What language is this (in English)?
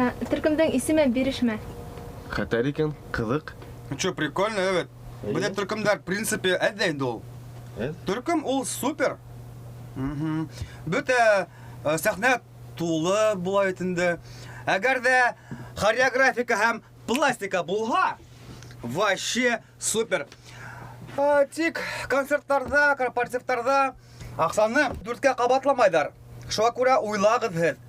Bashkir